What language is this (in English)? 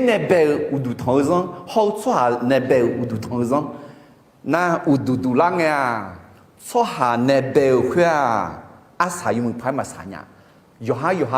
Akha